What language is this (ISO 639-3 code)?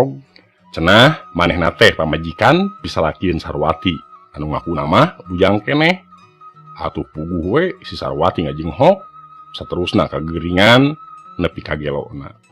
sun